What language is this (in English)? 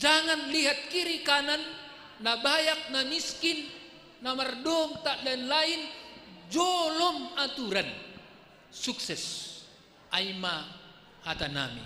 Batak Simalungun